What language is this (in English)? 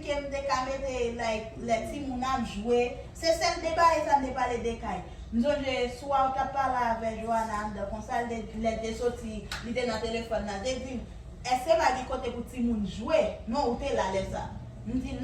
Haitian Creole